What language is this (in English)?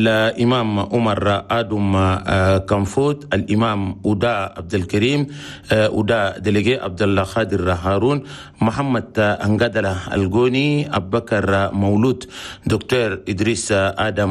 Chadian Arabic